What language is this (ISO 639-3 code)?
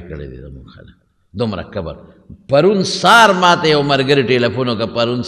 pus